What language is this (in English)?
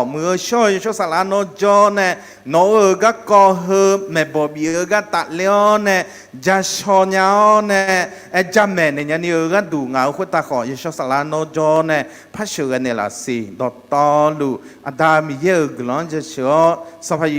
Akha